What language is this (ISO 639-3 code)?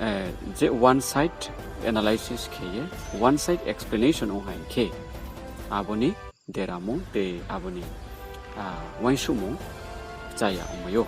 ria